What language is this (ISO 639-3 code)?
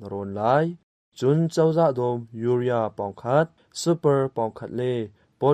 cnh